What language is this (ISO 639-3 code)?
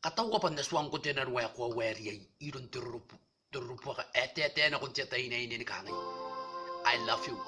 gil